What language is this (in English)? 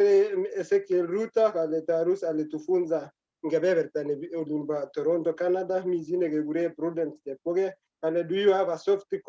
Kalenjin